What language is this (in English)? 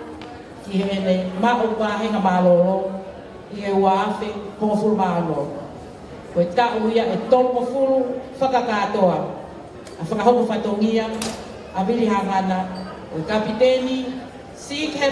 Tongan